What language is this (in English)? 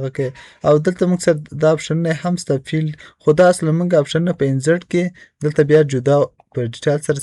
Pashto